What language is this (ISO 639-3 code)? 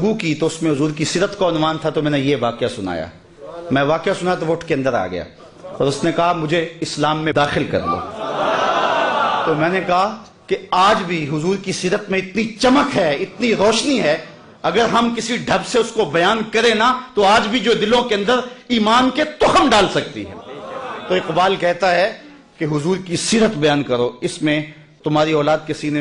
urd